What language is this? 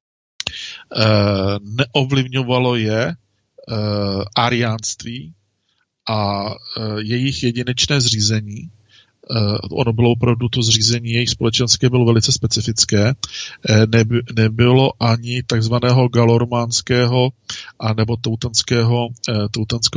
Czech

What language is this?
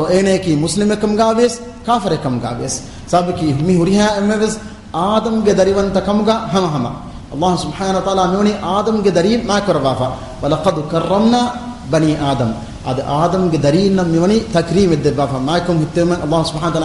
Divehi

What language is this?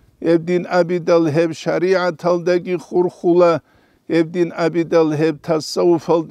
Avaric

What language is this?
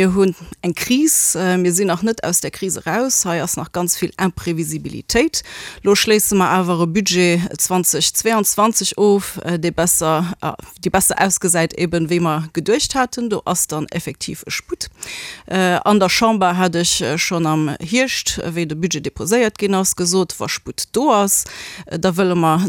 Luxembourgish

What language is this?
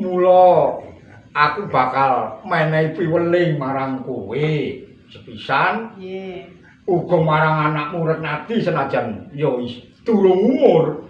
Javanese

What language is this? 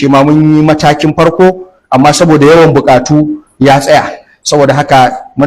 Hausa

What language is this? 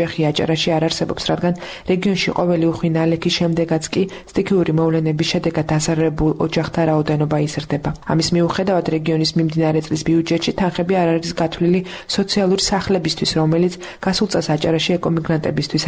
Georgian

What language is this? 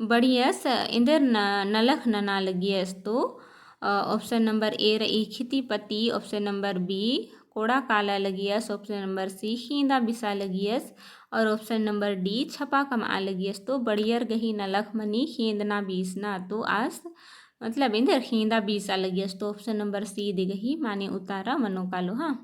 Kurukh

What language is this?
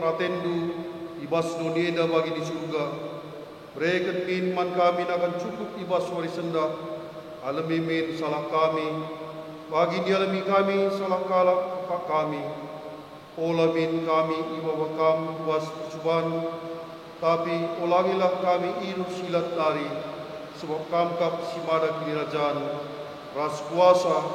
Batak Karo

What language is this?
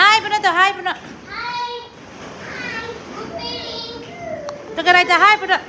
Karbi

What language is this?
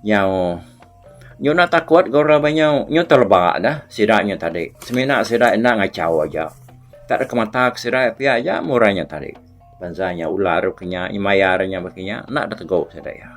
Iban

